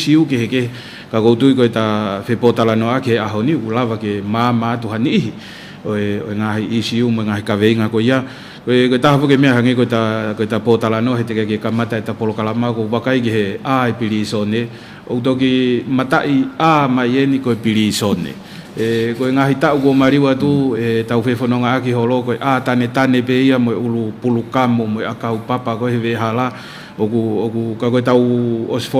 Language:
Tongan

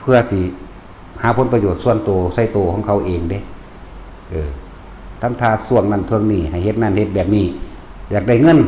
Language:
Northeastern Thai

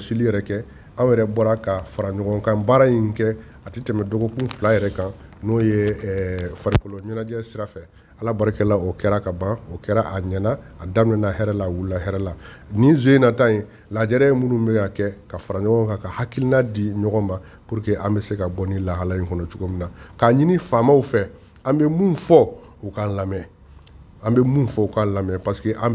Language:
Bambara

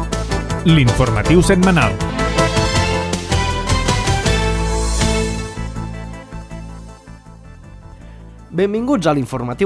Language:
Catalan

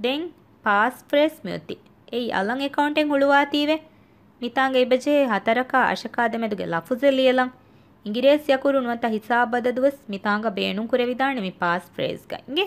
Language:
Divehi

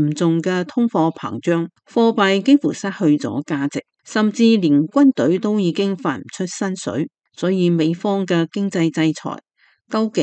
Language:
Cantonese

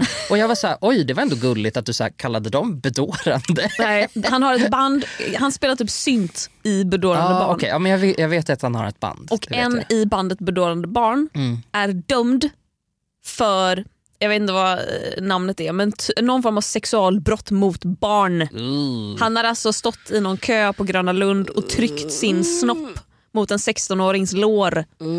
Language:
Swedish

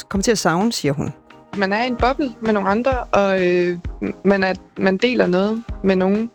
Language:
Danish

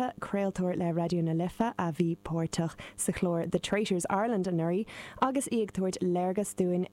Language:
Irish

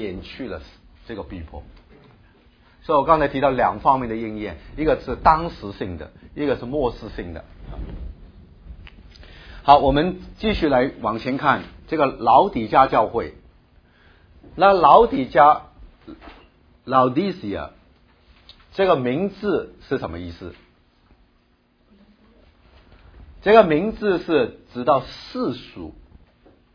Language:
Chinese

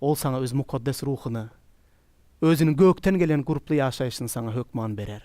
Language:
Turkmen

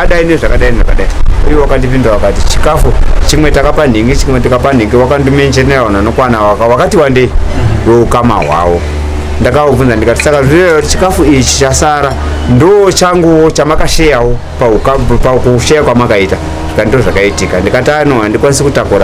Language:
Shona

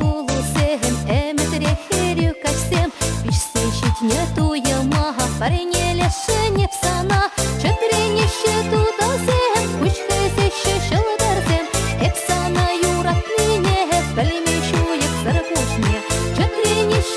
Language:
Chuvash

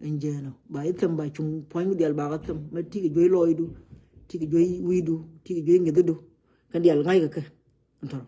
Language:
Nuer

